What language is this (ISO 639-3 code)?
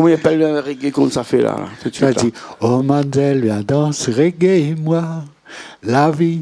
rcf